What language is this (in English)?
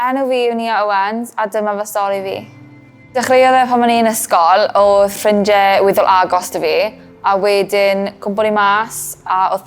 Welsh